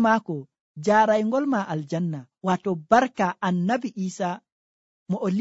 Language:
Nigerian Fulfulde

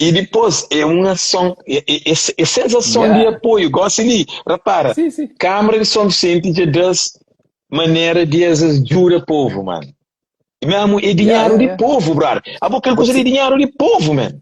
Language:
Kabuverdianu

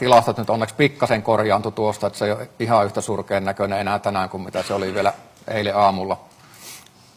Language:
Finnish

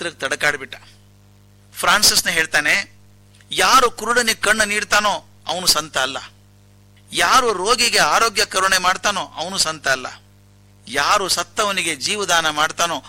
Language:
Kannada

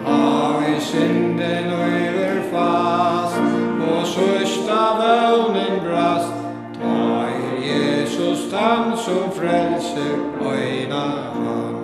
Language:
Faroese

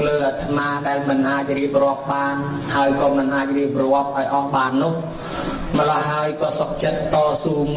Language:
Khmer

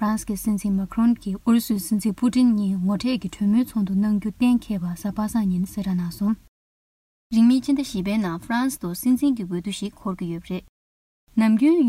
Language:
Tibetan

